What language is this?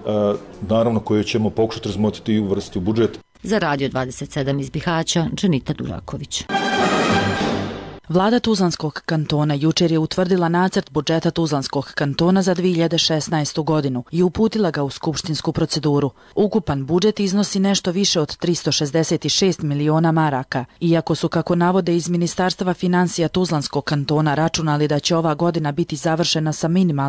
Bosnian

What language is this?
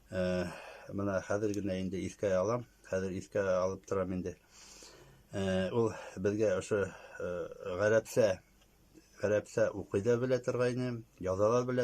Bashkir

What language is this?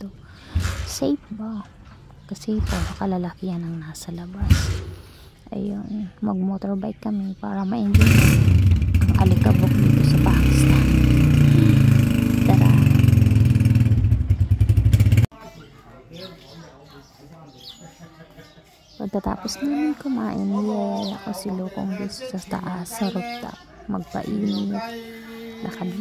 Filipino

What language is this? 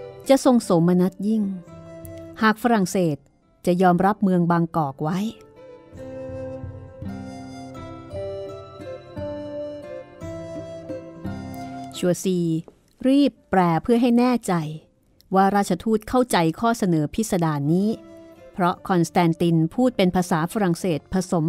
Thai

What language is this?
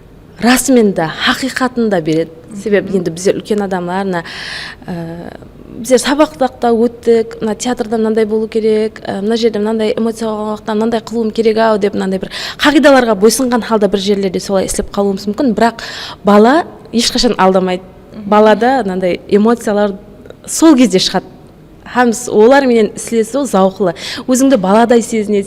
Kara-Kalpak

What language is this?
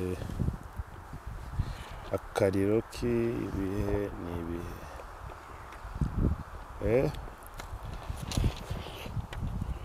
Kinyarwanda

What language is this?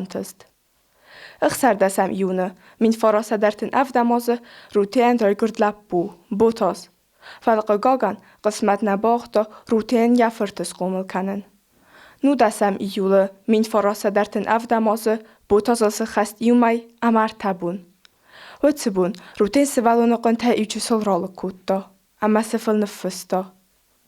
Ossetic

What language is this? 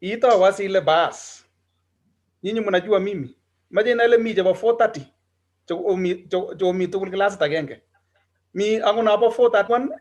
Kalenjin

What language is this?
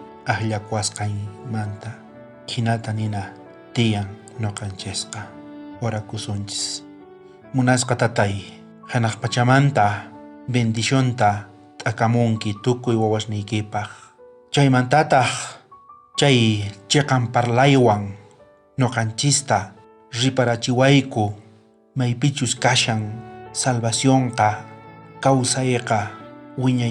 South Bolivian Quechua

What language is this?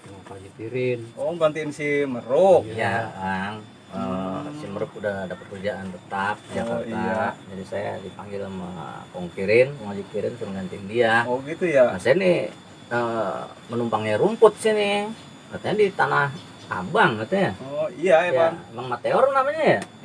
Betawi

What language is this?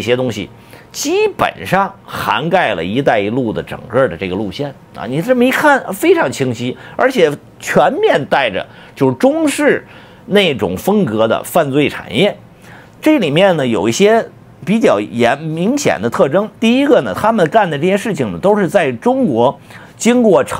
Chinese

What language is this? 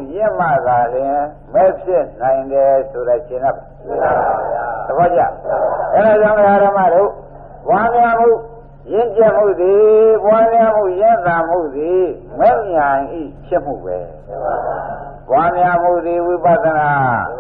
Burmese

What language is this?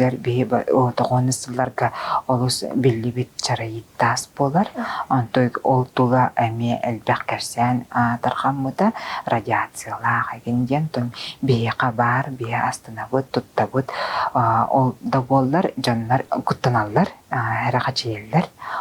Yakut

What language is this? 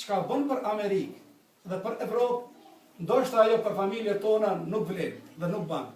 Albanian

